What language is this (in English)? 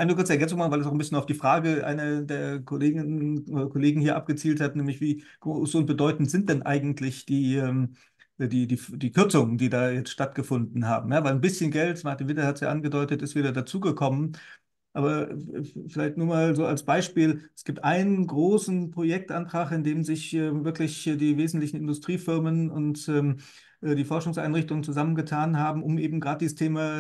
German